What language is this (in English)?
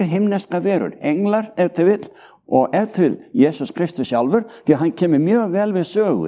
Icelandic